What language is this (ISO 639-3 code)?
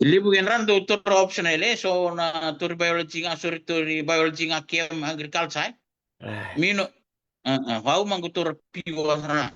fij